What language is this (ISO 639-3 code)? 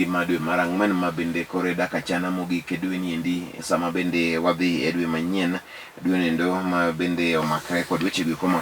luo